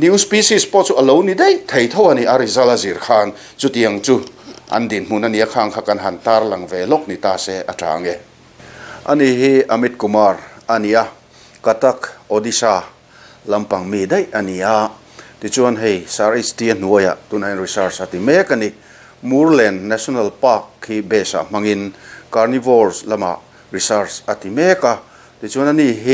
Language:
Mizo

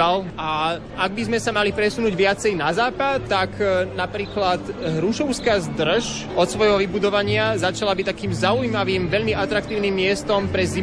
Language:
Slovak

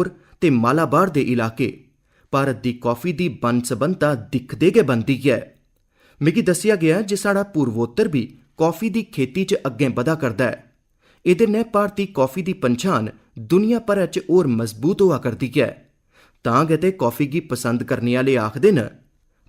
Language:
Dogri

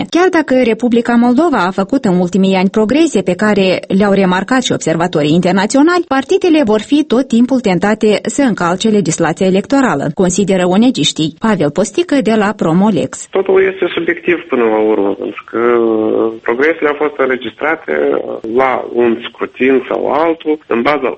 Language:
Romanian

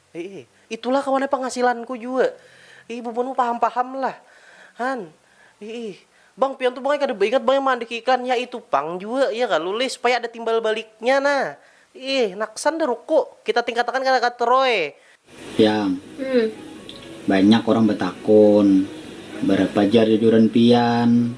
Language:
Banjar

